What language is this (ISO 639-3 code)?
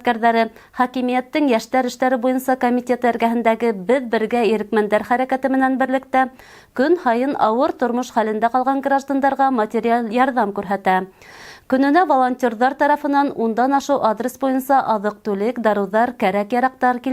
bak